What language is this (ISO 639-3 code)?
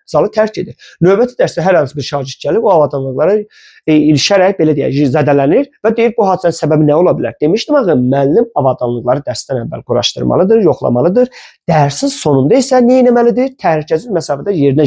aze